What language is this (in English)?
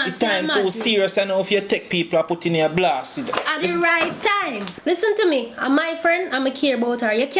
Jamaican Creole English